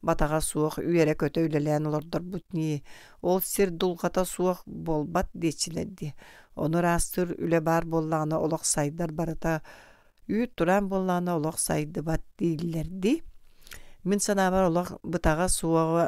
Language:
Yakut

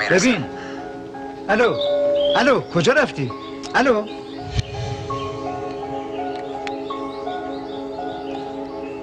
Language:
Persian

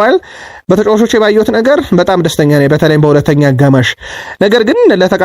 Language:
Amharic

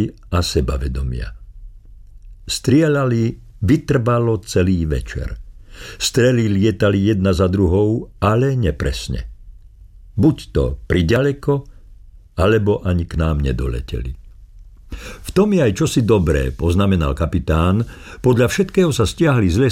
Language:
Slovak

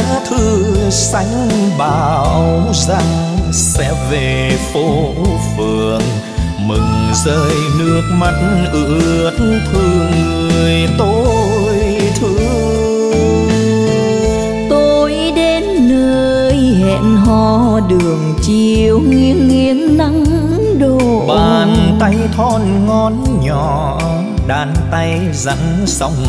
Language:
Vietnamese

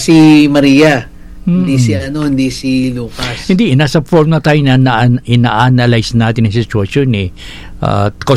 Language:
Filipino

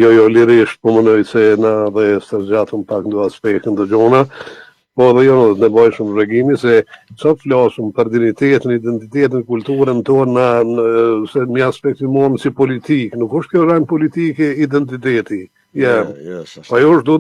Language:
Albanian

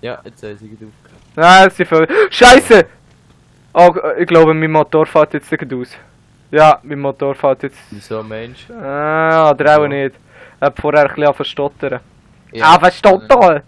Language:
Swiss German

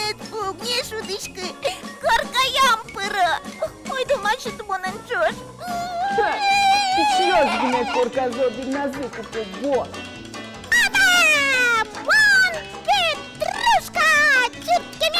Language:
Udmurt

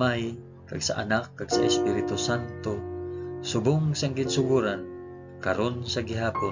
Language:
Hiligaynon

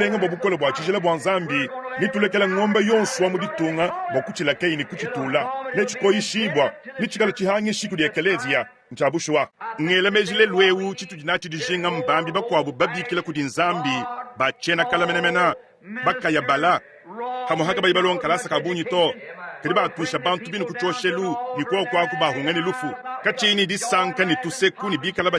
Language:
Luba-Lulua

